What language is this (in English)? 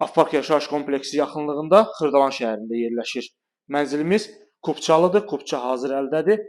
Azerbaijani